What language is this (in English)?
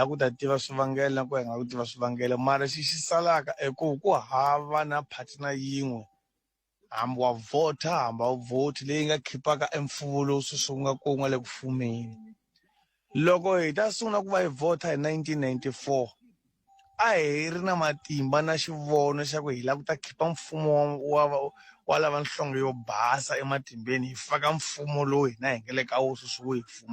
Tsonga